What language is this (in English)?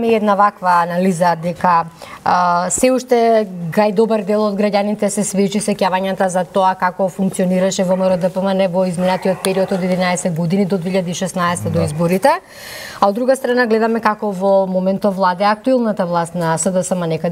Macedonian